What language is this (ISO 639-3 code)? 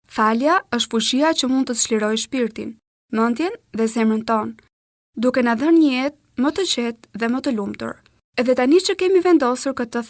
sqi